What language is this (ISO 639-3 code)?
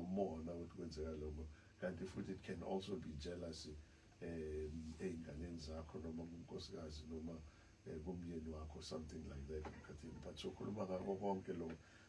zul